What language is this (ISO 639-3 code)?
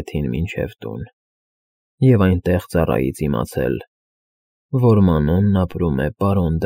hye